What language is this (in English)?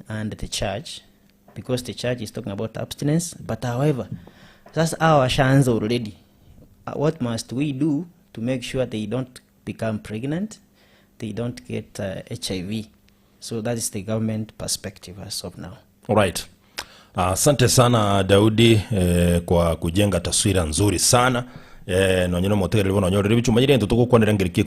Gusii